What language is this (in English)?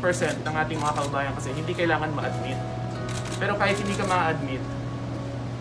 Filipino